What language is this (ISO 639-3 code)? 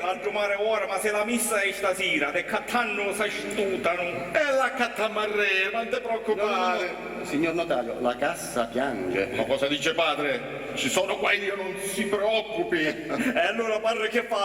scn